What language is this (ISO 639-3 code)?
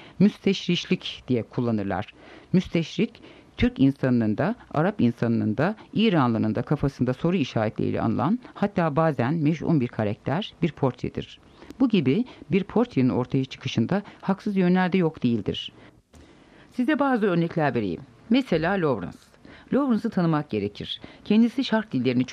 tur